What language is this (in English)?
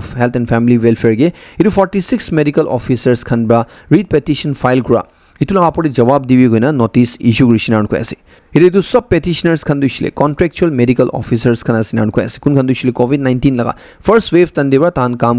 Naga Pidgin